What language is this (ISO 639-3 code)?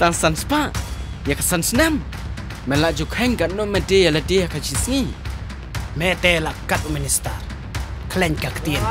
kha